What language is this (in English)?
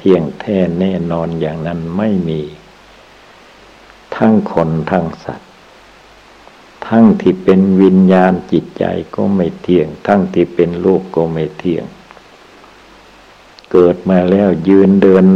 Thai